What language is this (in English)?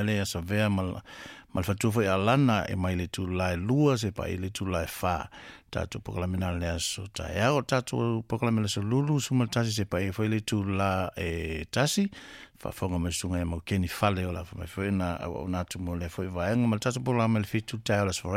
Samoan